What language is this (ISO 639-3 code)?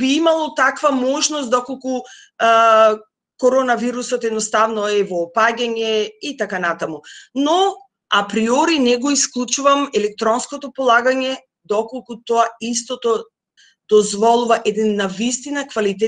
mkd